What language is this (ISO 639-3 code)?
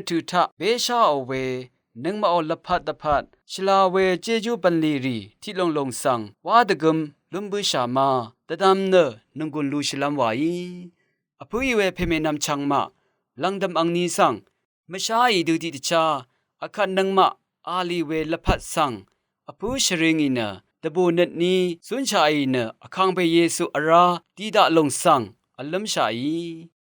raw